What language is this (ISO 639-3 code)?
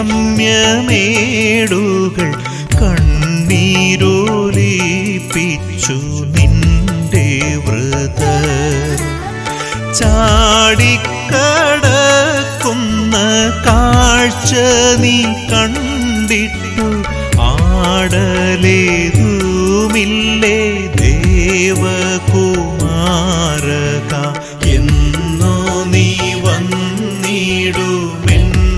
mal